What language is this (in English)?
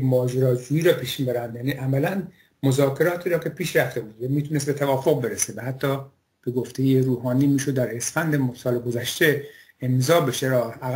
Persian